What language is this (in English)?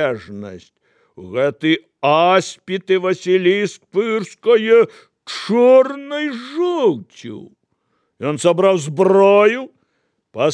Belarusian